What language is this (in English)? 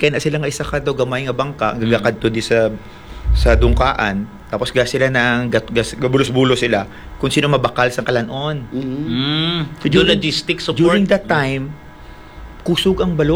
Hiligaynon